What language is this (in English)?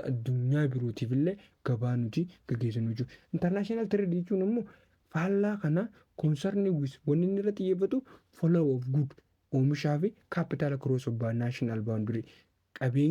Oromo